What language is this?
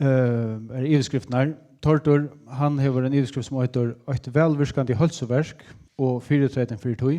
Faroese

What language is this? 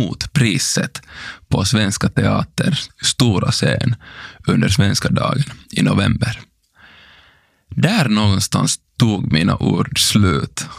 Swedish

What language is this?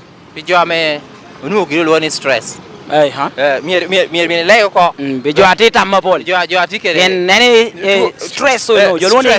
Lango (Uganda)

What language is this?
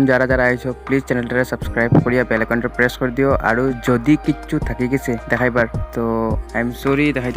Sylheti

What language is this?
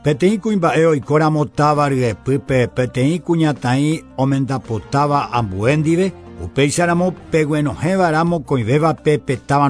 Guarani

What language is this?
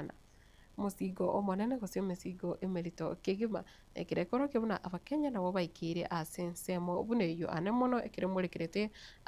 Gusii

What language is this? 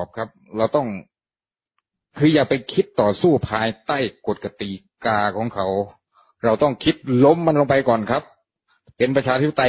Thai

